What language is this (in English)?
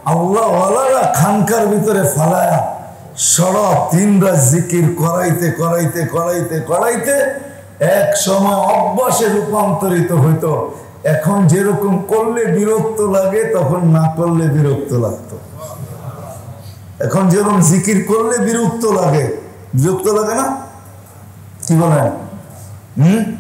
Bangla